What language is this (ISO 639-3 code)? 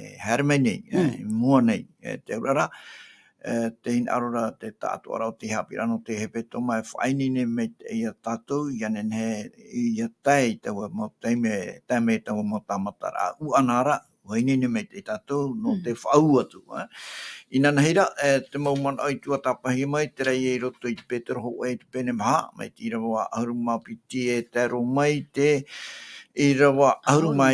tah